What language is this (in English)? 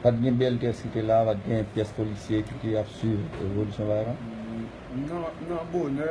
Haitian Creole